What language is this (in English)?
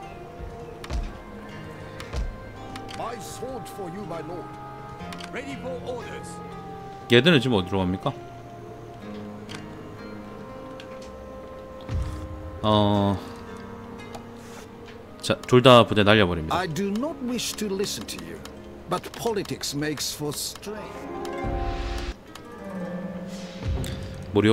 Korean